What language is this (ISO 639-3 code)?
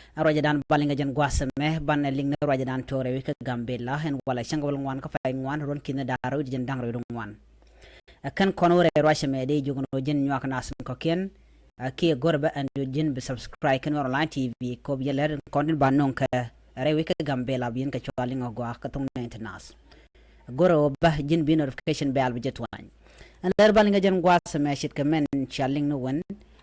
nus